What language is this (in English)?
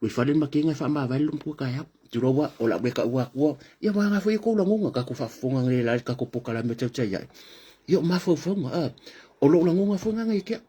Samoan